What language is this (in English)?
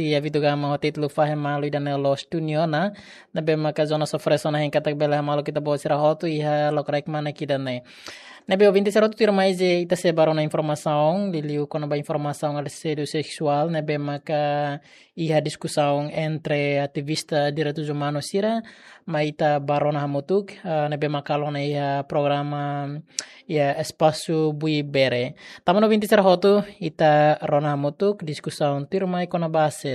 Tetum